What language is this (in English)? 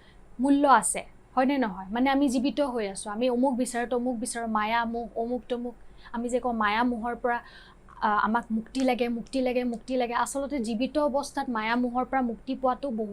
Assamese